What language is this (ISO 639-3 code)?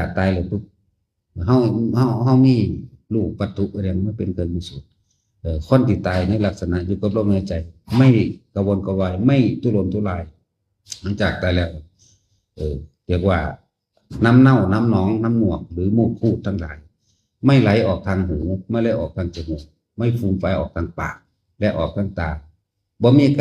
tts